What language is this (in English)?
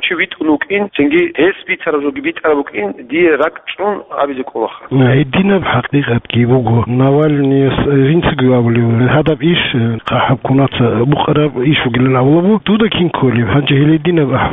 Avaric